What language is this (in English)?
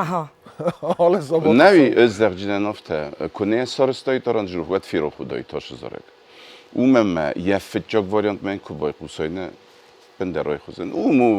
Ossetic